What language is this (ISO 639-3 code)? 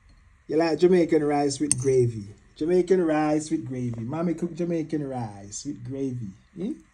jam